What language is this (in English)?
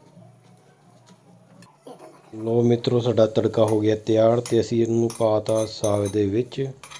Punjabi